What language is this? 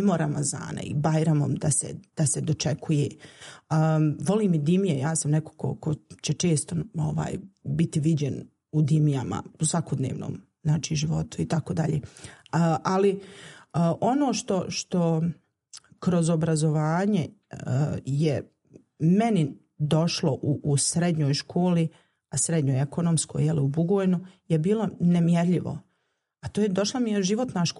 Bosnian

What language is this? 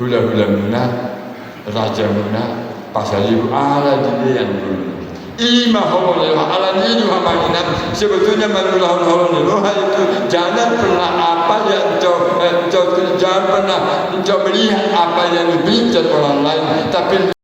Batak Toba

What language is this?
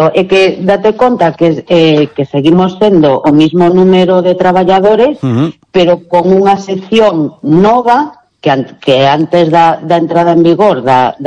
Galician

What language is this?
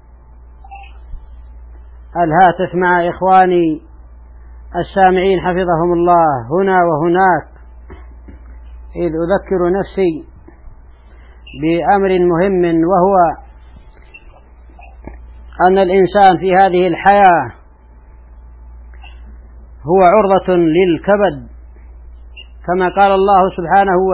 Arabic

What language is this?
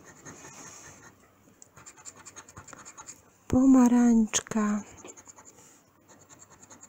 Polish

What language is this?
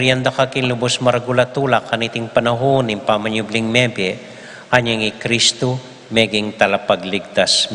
Pampanga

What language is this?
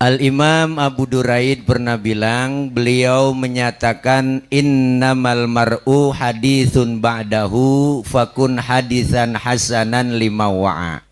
Betawi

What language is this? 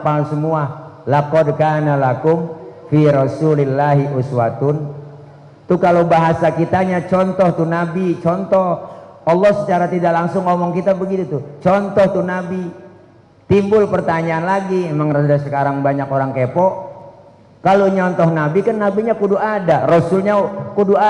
Betawi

